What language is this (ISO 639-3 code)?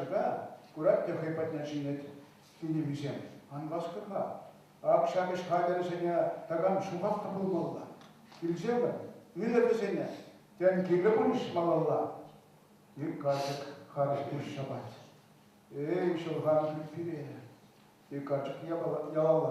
chv